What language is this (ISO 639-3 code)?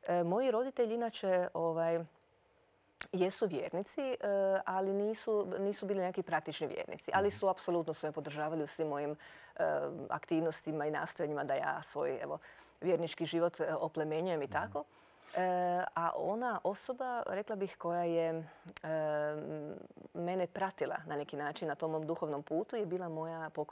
hrv